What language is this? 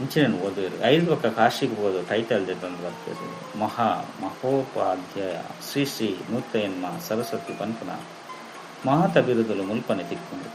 Tulu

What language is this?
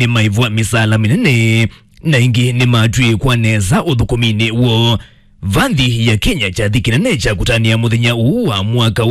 Kamba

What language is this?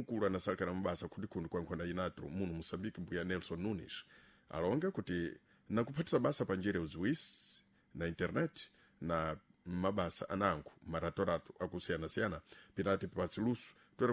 Sena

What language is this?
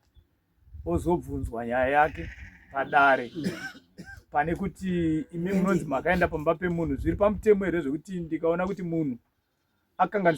Shona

